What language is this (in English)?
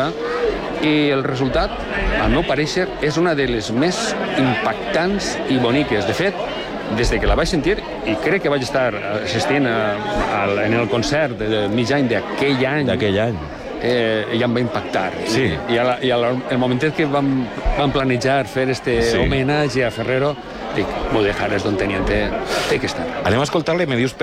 Catalan